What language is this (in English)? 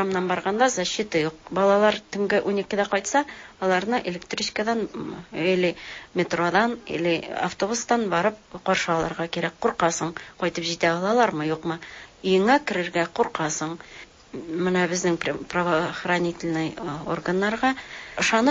Tatar